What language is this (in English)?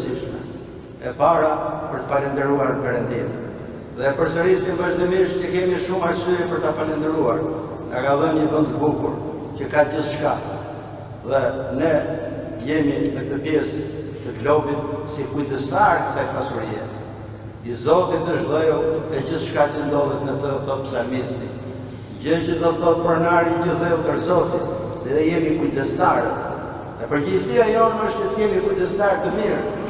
Albanian